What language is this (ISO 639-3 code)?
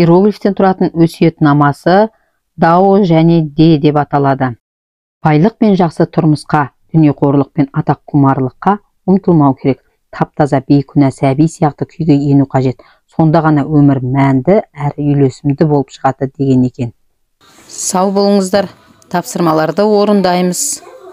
kaz